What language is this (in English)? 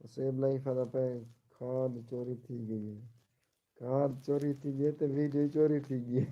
Saraiki